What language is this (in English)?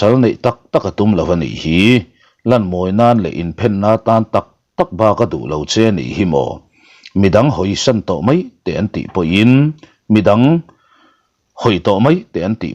Mizo